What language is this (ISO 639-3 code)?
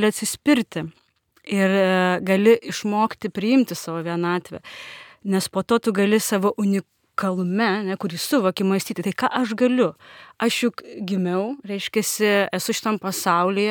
lit